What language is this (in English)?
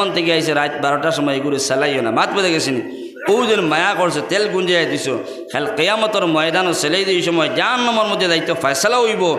Sylheti